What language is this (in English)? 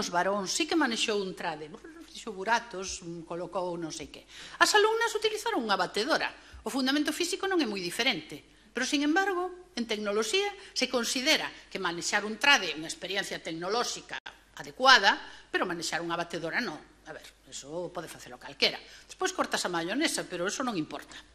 Galician